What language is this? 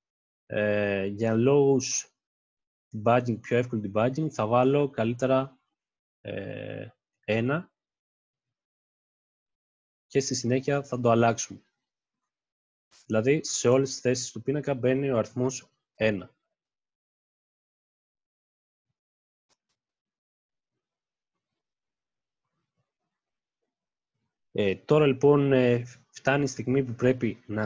Greek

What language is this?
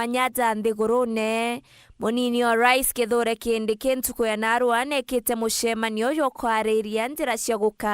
Meru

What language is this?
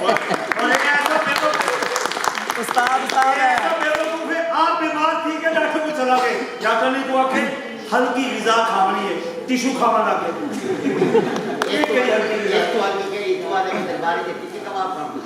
Saraiki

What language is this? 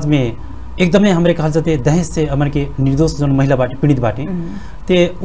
Bhojpuri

